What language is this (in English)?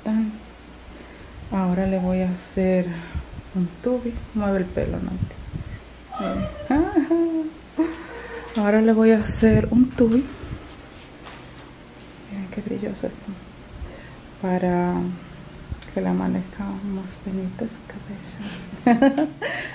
Spanish